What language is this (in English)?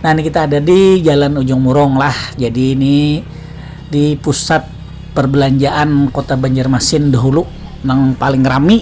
Banjar